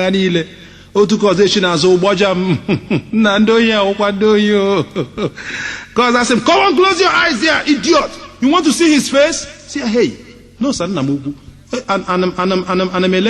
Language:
Igbo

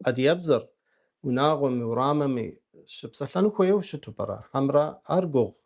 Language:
Kabardian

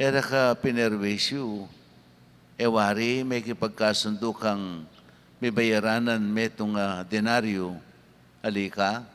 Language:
Pampanga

